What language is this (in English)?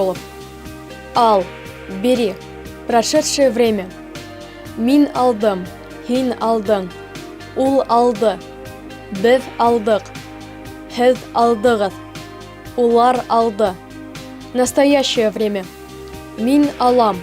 Bashkir